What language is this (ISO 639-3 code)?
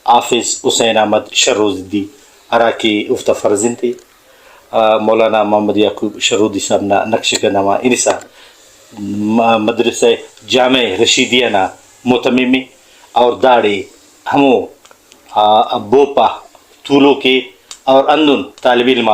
brh